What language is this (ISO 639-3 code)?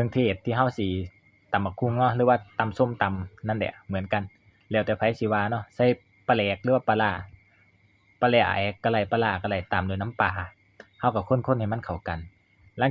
lao